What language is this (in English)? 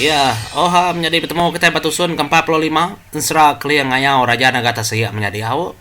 Iban